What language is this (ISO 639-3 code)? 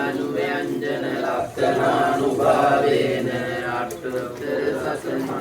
sin